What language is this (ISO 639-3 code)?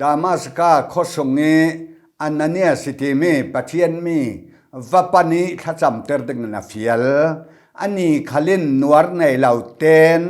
cfm